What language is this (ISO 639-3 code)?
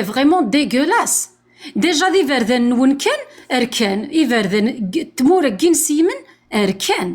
kab